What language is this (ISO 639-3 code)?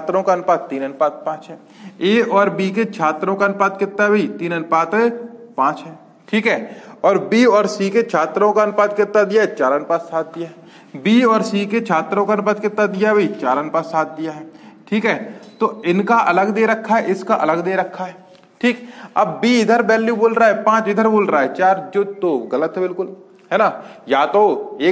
hin